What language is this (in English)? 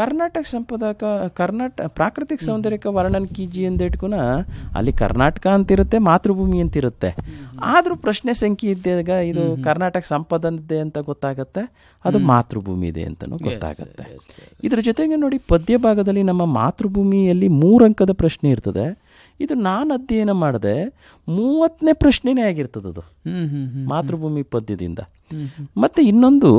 Kannada